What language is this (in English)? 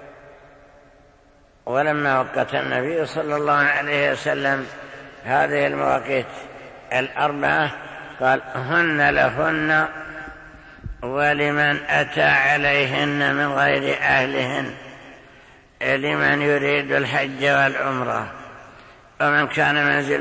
Arabic